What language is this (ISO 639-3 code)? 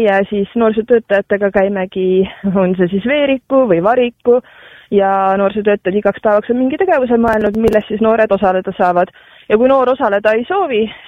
est